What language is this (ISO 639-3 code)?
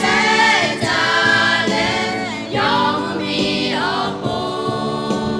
lhu